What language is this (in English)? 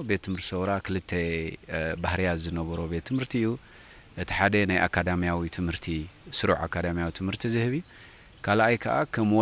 Tigrinya